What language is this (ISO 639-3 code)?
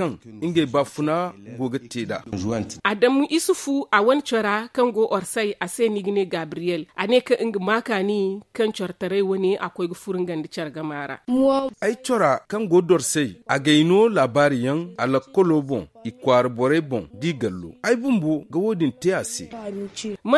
dje